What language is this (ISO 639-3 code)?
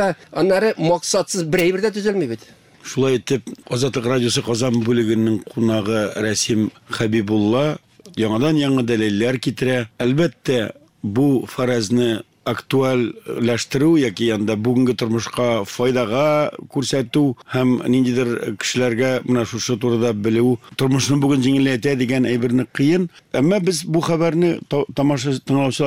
tat